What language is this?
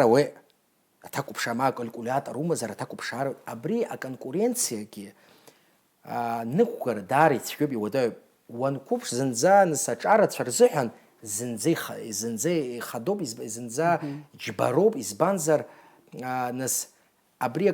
Abkhazian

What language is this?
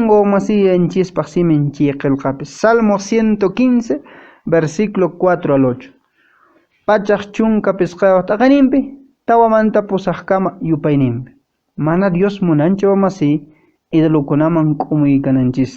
Quechua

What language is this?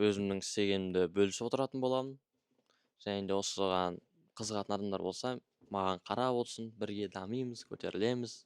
Kazakh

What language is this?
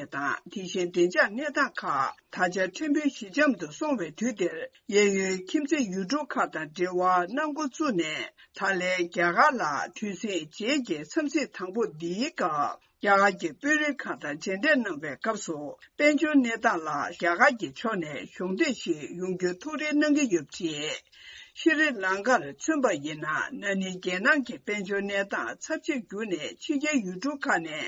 Tibetan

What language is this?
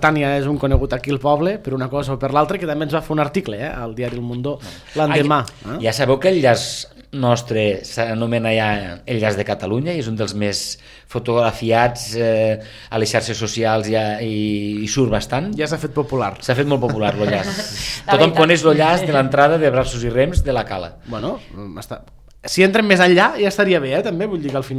Catalan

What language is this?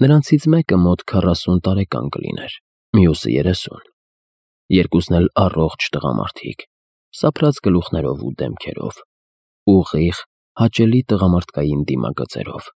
Armenian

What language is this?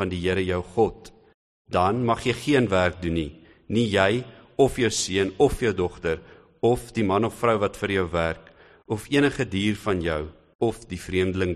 Afrikaans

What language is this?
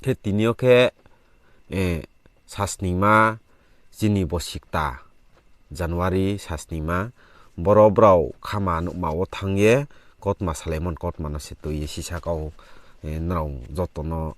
Riang (India)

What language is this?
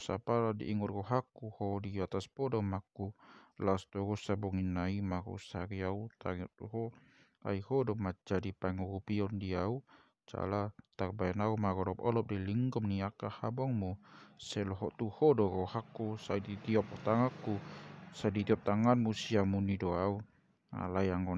Batak Toba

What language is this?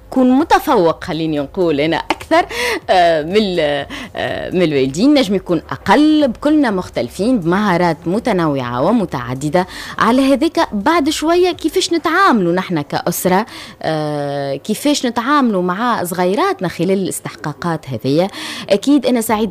Tunisian Arabic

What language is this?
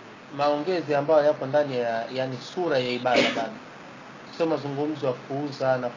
Swahili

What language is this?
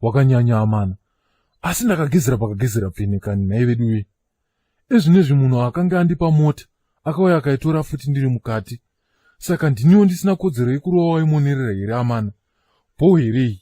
Shona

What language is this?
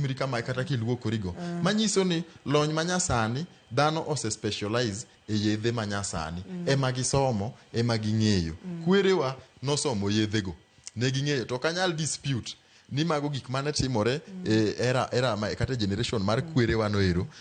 Luo (Kenya and Tanzania)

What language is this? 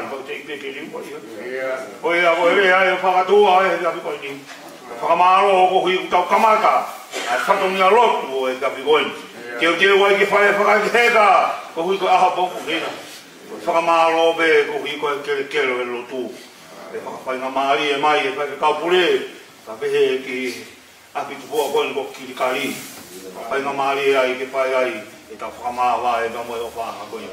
Tongan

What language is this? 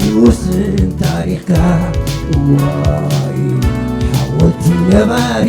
Tigrinya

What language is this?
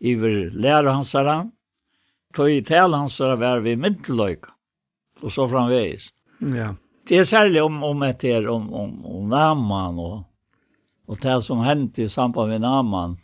Faroese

